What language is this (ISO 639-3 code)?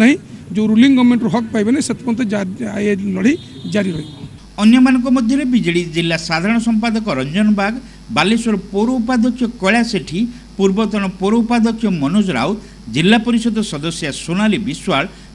ori